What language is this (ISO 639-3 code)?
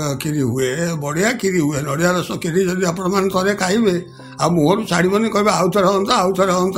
ori